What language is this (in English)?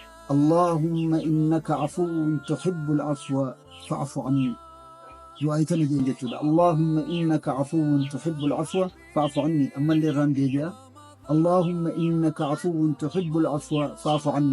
Oromo